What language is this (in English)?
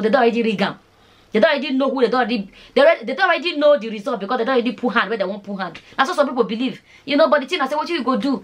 Nigerian Pidgin